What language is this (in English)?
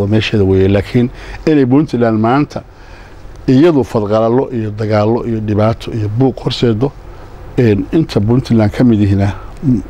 Somali